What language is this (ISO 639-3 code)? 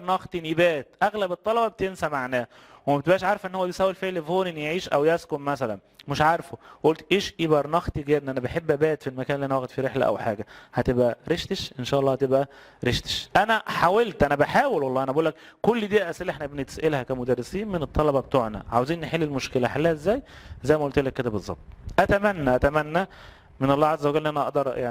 arz